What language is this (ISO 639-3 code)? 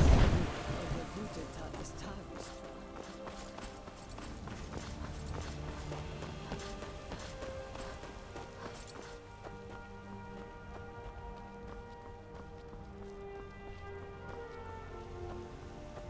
deu